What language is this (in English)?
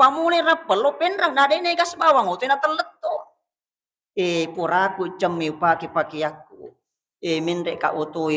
Buginese